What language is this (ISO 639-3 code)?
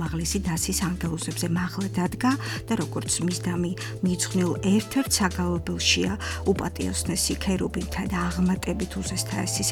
kat